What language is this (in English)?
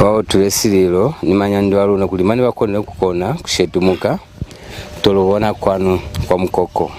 Lozi